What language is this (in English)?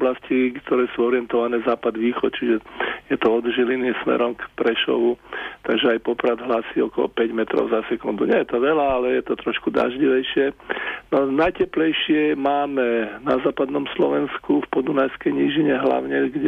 Slovak